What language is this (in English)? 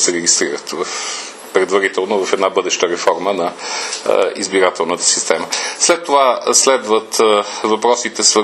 Bulgarian